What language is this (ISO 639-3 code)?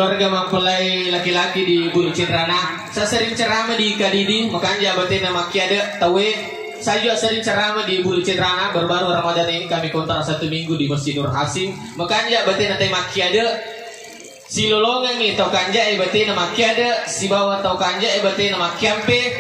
bug